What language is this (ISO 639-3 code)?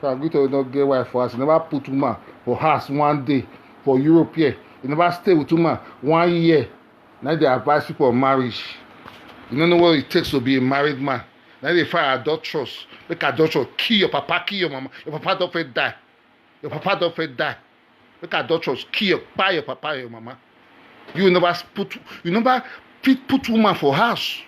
pcm